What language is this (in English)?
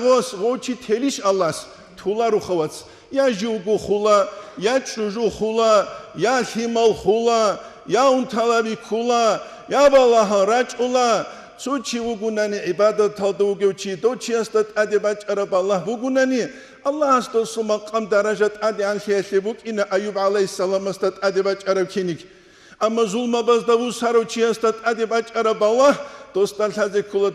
Avaric